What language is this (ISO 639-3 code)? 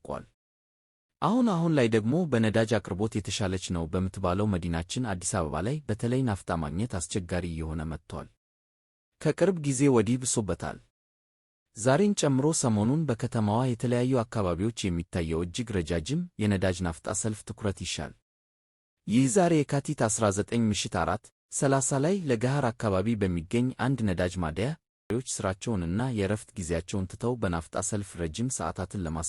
amh